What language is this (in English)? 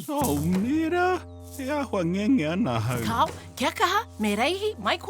Māori